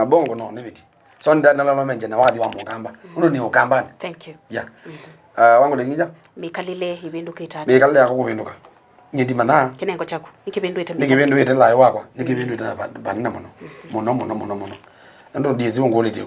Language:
Kamba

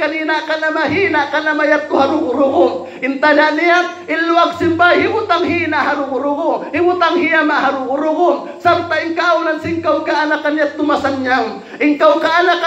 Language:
Tausug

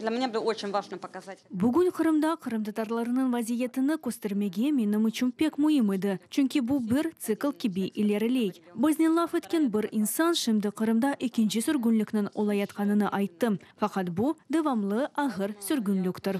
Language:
Crimean Tatar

